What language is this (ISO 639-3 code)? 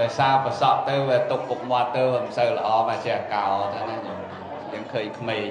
khm